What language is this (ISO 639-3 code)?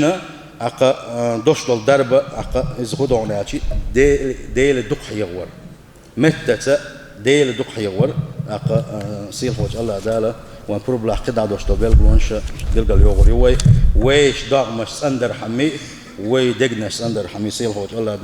che